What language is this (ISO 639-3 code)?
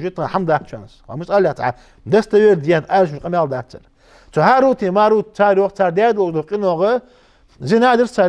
inh